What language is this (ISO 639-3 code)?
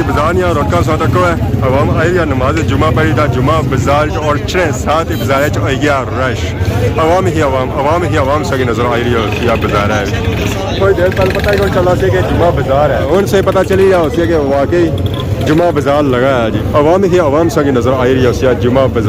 phr